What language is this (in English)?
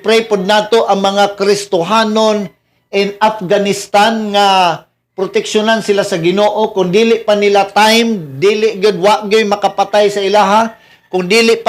Cebuano